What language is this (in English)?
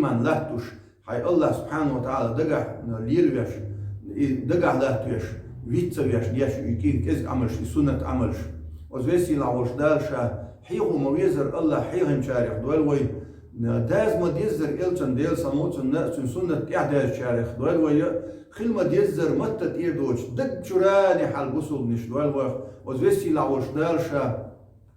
Chechen